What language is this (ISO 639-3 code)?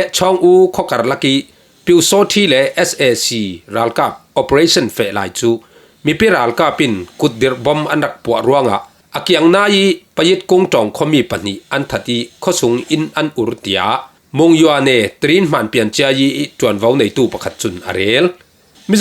cfm